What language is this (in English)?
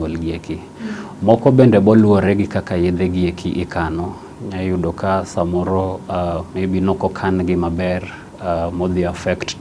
Luo (Kenya and Tanzania)